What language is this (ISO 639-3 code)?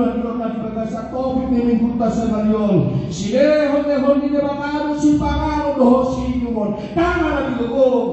bbc